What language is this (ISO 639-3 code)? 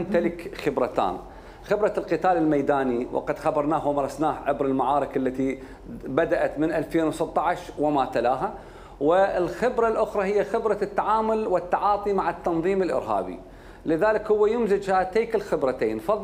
acm